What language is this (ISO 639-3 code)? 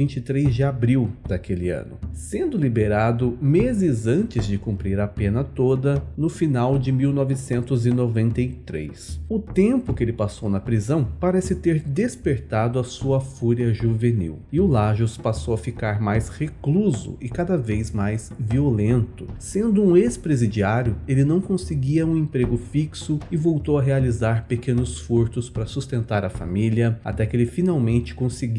por